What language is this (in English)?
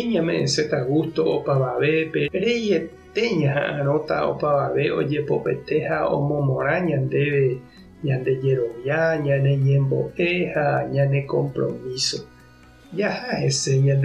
Guarani